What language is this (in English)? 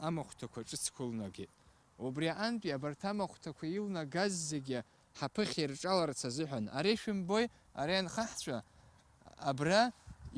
Abkhazian